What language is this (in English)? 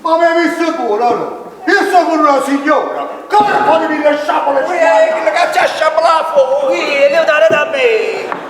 Neapolitan